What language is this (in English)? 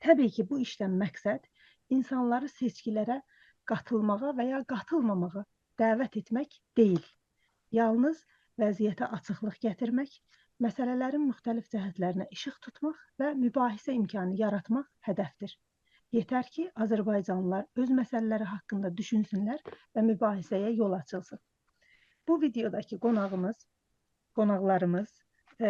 South Azerbaijani